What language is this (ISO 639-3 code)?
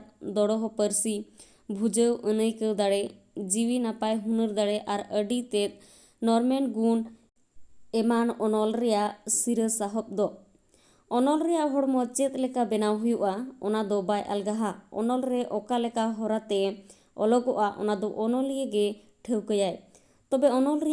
sat